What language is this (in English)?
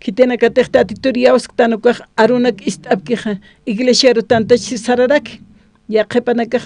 Aymara